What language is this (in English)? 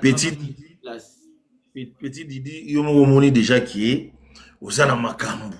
Lingala